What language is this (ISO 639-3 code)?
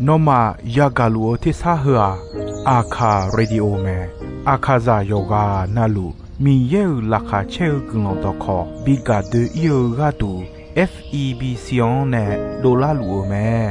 ahk